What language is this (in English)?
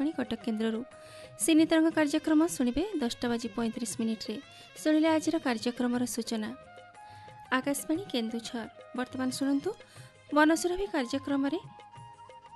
Odia